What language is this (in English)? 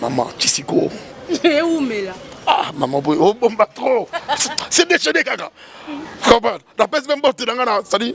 Lingala